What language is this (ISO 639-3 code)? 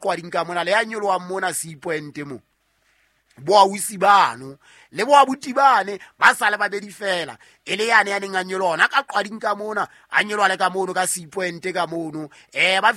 sot